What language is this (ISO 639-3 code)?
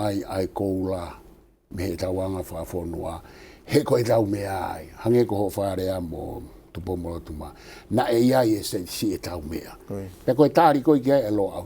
ton